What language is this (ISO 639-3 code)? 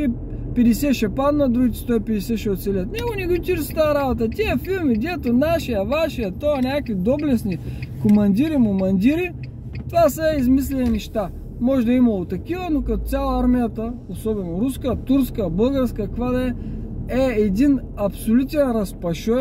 bul